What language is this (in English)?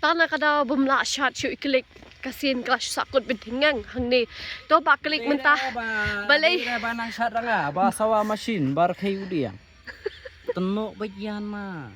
Khasi